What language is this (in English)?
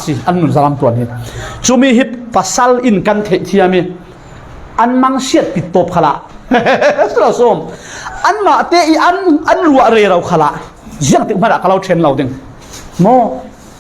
Falam Chin